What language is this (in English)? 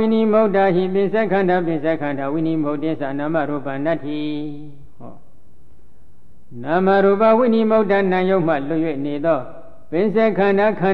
Burmese